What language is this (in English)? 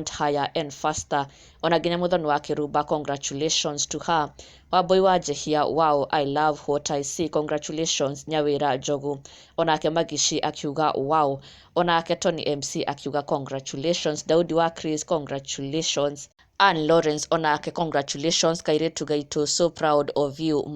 Kikuyu